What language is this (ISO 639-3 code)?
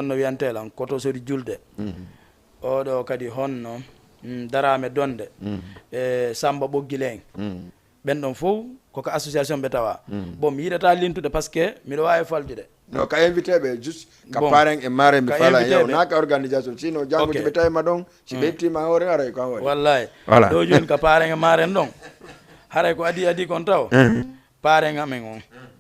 ful